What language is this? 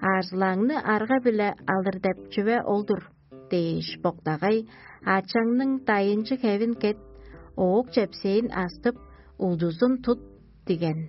Tuvinian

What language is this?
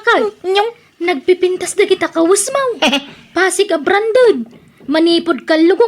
Iloko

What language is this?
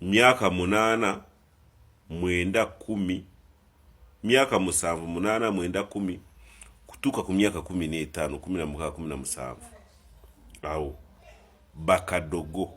Ganda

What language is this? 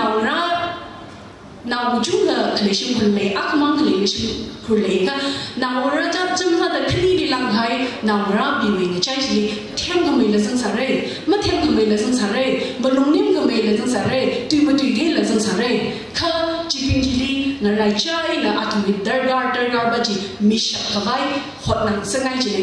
Tangkhul Naga (India)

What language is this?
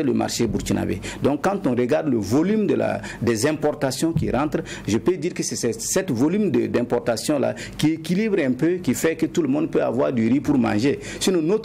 French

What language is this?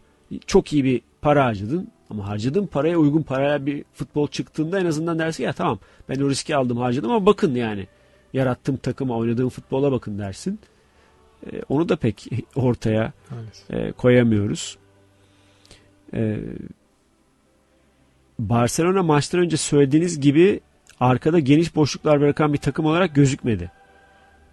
Turkish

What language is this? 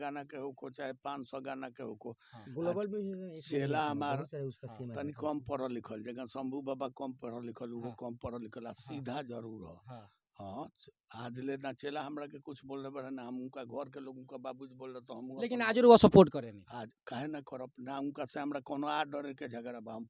Bhojpuri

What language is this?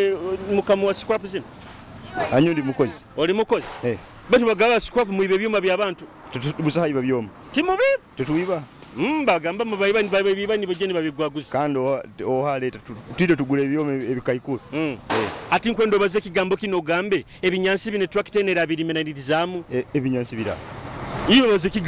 Nyoro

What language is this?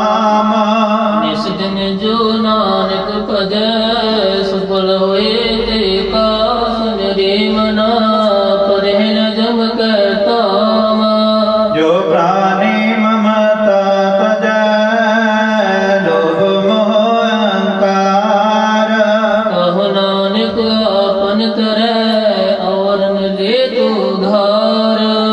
Punjabi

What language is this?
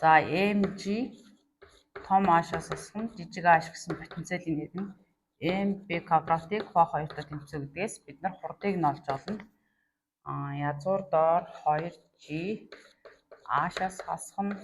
Mongolian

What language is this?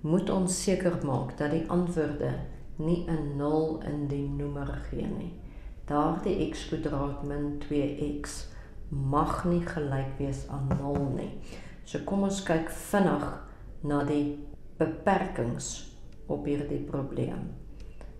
Afrikaans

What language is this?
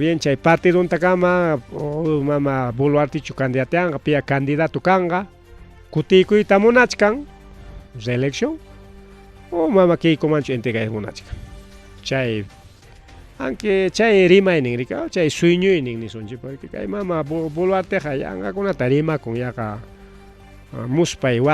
Ayacucho Quechua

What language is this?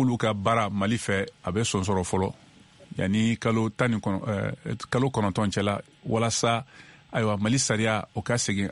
Bambara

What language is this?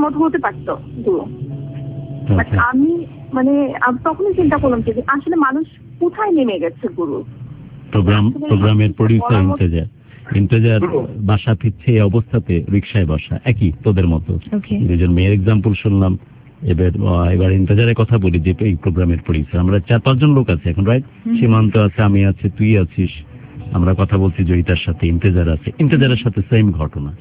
Bangla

